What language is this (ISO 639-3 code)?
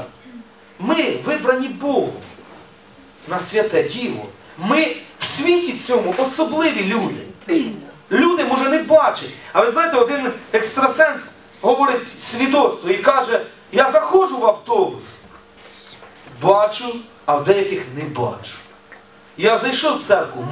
ukr